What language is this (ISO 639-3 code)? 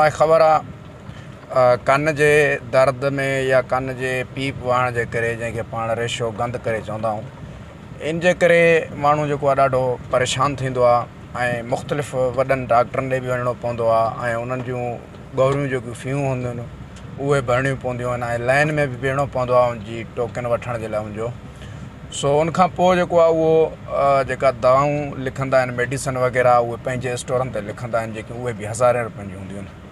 snd